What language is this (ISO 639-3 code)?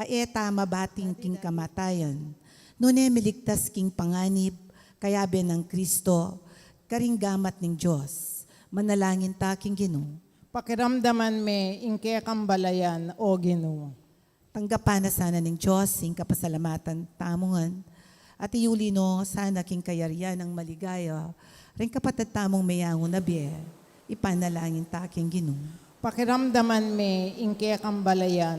pam